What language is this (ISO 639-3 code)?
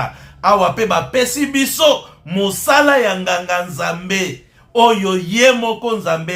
lin